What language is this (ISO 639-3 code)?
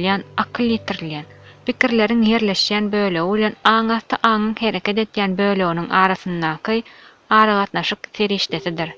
tuk